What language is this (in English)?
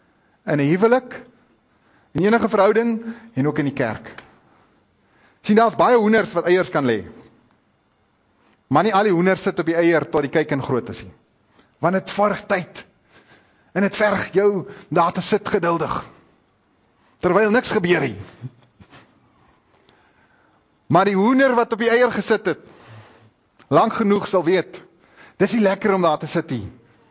Afrikaans